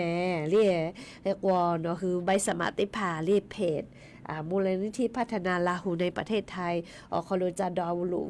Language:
Lahu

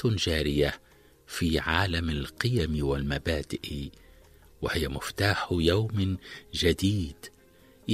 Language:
Tunisian Arabic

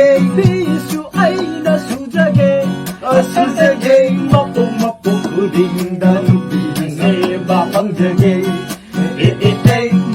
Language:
Manipuri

